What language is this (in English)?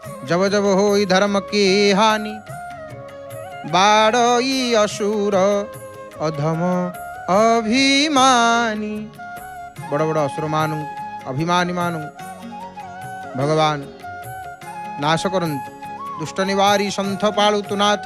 Odia